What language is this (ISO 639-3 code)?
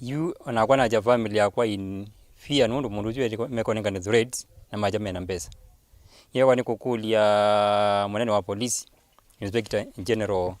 kam